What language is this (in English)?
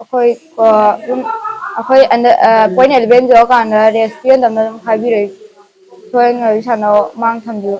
Manipuri